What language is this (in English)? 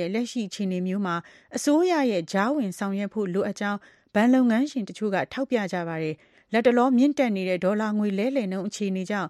Burmese